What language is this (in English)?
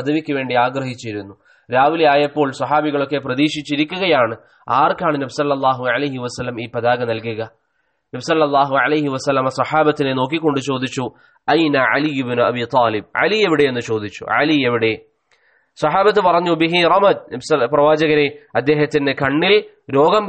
Malayalam